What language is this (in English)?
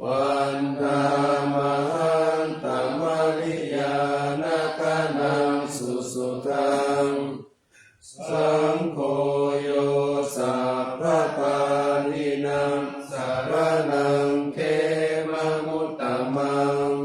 Pali